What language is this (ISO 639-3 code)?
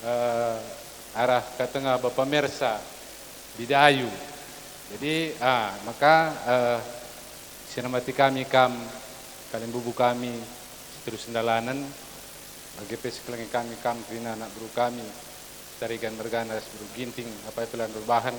btx